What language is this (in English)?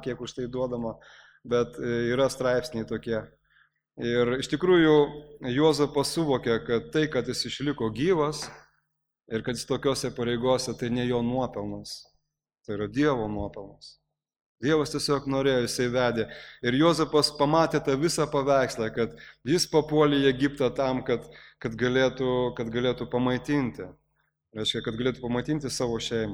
Lithuanian